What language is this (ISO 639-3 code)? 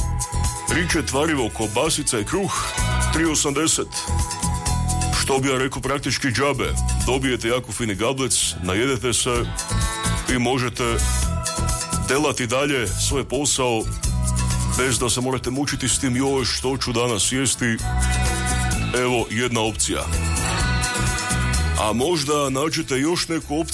hrv